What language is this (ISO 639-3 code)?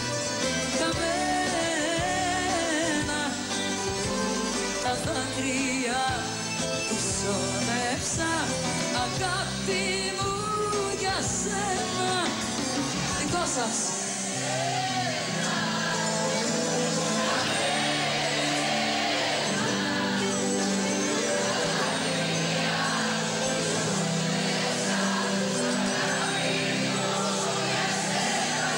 ell